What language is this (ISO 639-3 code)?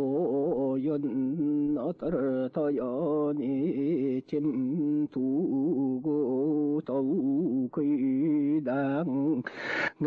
sah